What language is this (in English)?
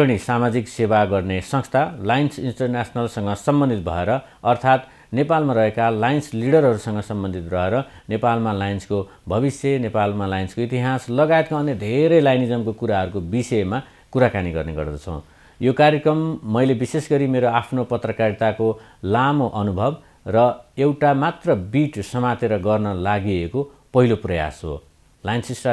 Nepali